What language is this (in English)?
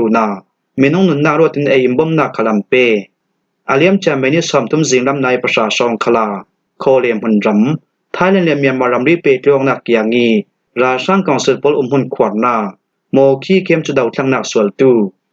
Falam Chin